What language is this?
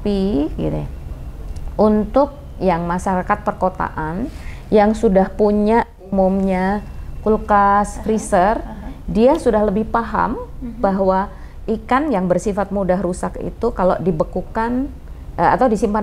Indonesian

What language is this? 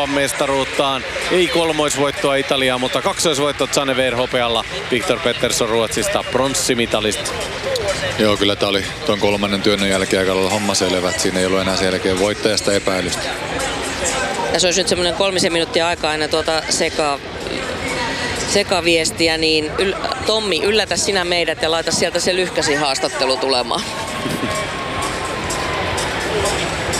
Finnish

